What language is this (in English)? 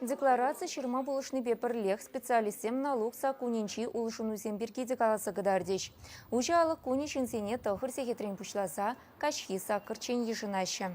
Chuvash